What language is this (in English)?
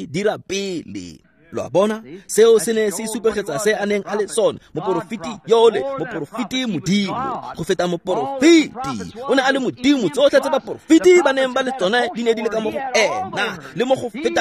Tswana